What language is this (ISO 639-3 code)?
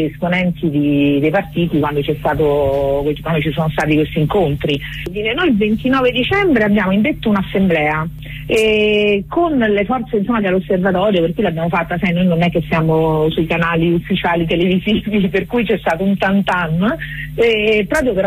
ita